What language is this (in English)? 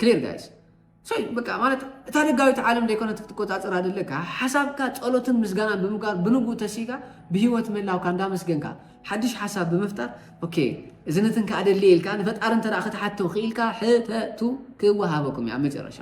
Tigrinya